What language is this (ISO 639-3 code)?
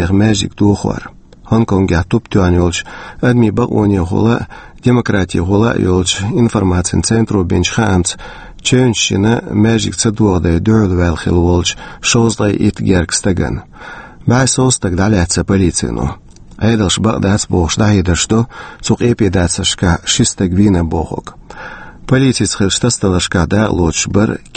che